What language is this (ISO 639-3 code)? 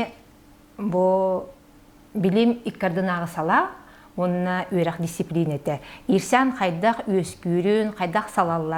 sah